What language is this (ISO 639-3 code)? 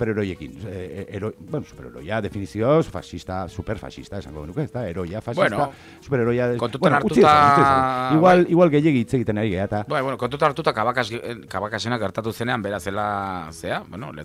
eus